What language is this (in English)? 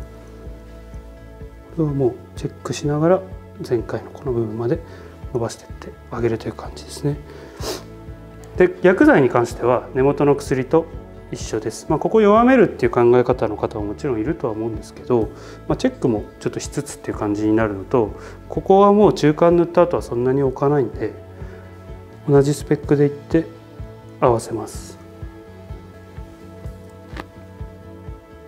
Japanese